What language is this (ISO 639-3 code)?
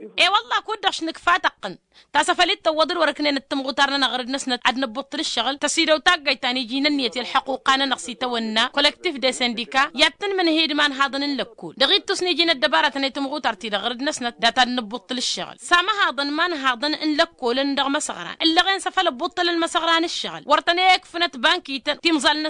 taq